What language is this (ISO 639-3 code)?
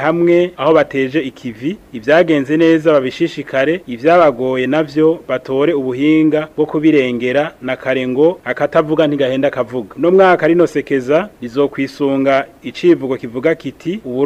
run